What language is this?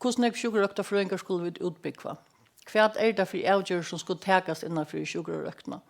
Faroese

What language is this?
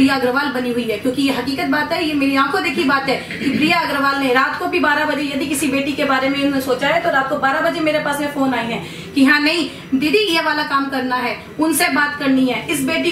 Hindi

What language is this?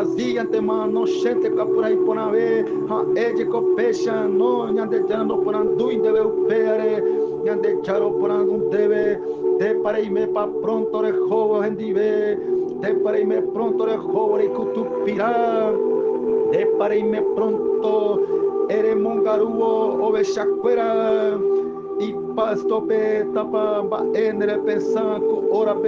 Guarani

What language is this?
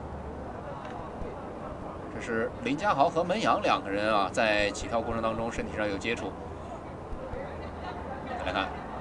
Chinese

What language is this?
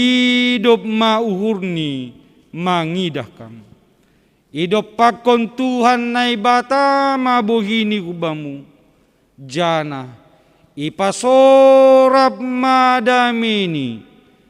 Batak Simalungun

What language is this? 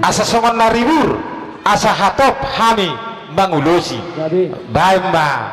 Batak Toba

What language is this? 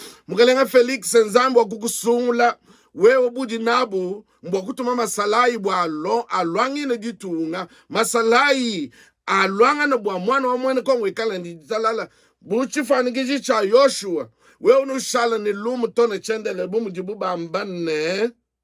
Luba-Lulua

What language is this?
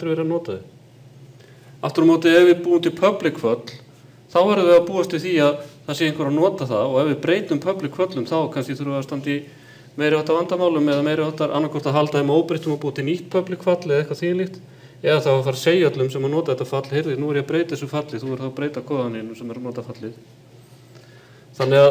Icelandic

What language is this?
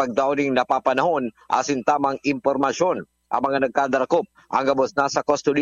Bikol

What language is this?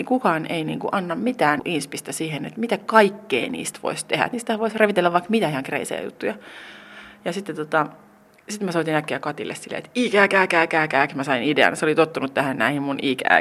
Finnish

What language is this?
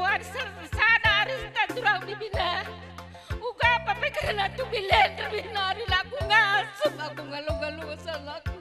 Batak Karo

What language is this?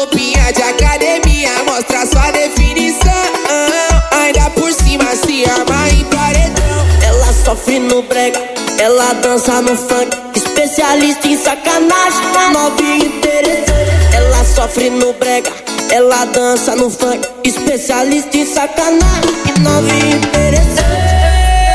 Portuguese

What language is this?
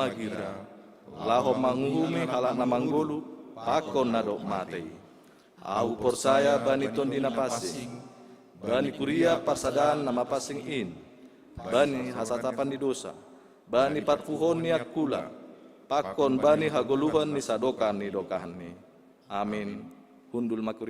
Batak Simalungun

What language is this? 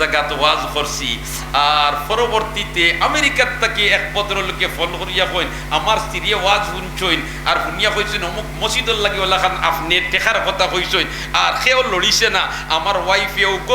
Sylheti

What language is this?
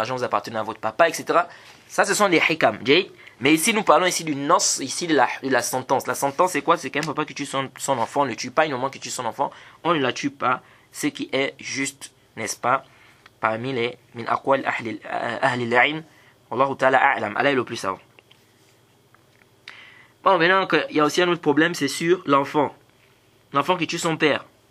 French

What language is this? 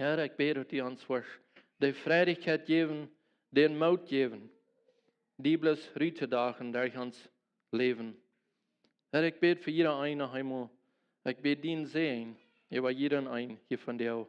Plautdietsch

